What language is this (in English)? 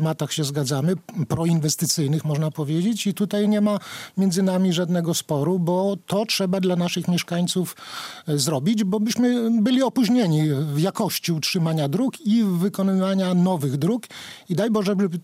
Polish